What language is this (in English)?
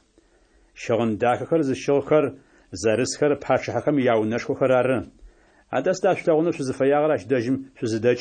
Adyghe